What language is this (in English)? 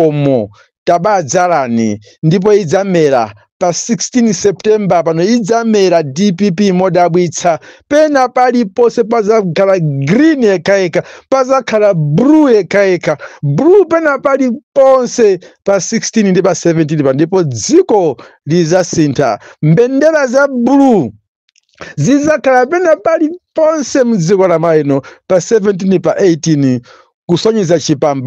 Nyanja